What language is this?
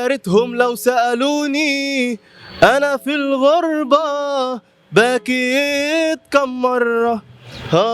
Egyptian Arabic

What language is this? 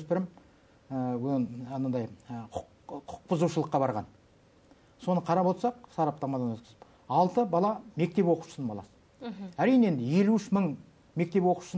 Kazakh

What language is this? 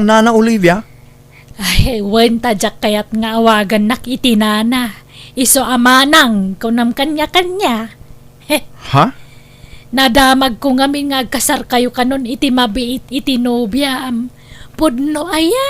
Iloko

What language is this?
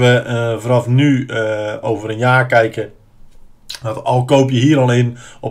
Dutch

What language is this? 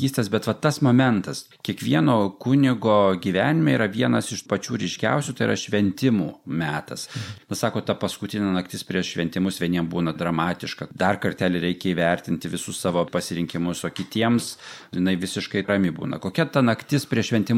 Lithuanian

